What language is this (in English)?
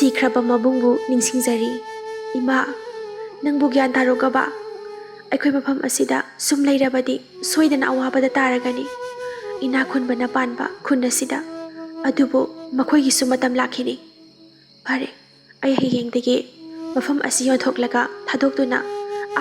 Manipuri